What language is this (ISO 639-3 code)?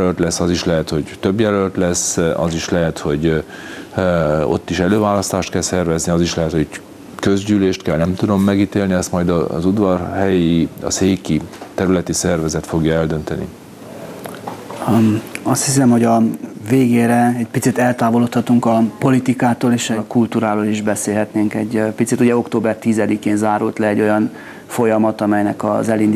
hun